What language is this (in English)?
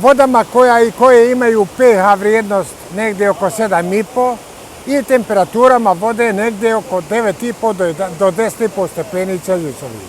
Bosnian